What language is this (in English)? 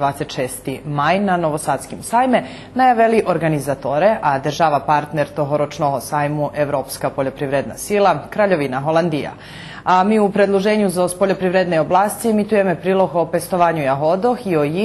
Rusyn